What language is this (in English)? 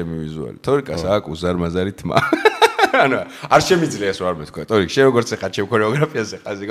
Georgian